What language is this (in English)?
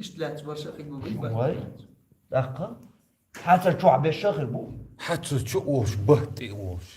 Chechen